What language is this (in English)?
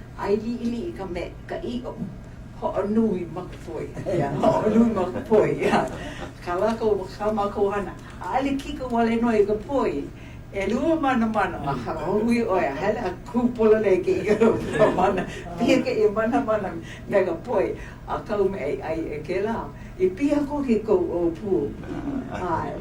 Hawaiian